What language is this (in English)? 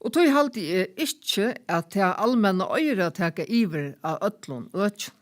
Faroese